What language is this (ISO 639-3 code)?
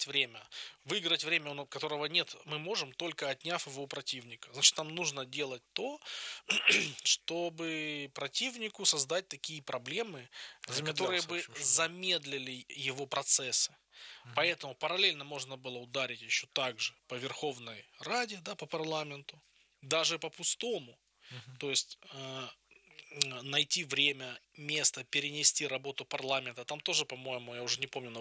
rus